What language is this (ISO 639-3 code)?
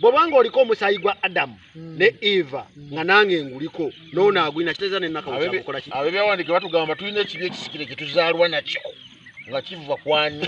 lug